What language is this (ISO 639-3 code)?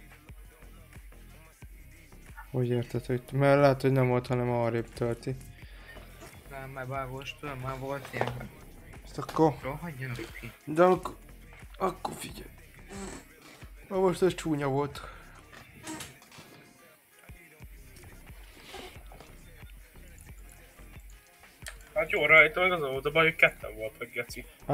hun